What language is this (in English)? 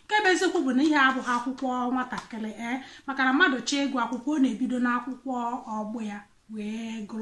Igbo